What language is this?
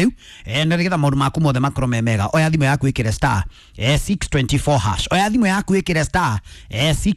Kikuyu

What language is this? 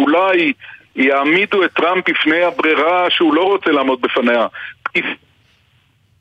Hebrew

